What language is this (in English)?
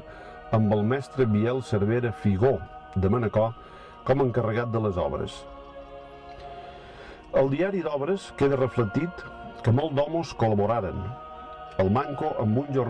Catalan